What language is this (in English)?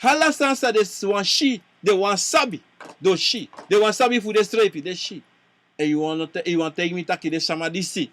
Sranan Tongo